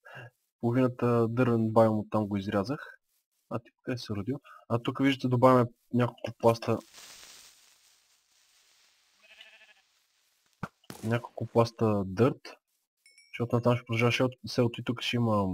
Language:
Bulgarian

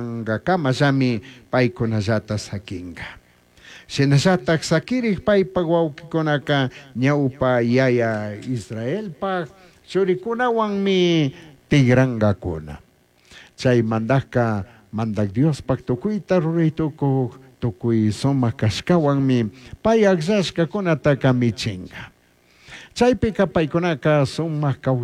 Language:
Chimborazo Highland Quichua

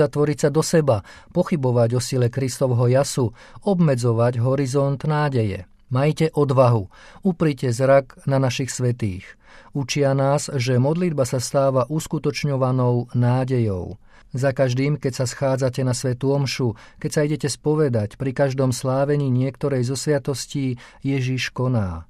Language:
Slovak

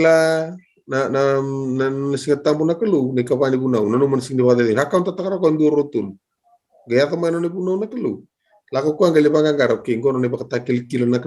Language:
Fijian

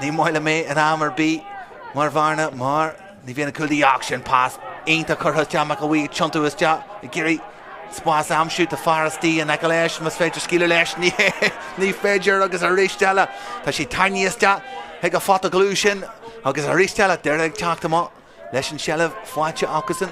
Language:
Irish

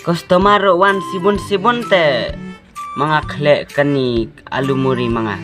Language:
Khasi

